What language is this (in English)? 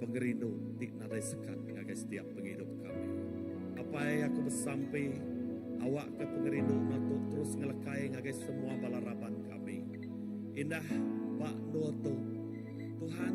Iban